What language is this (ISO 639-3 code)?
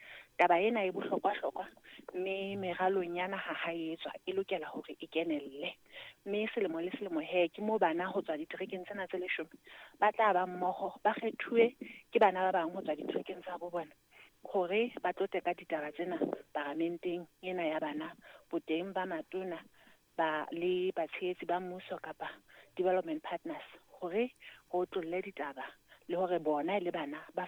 sot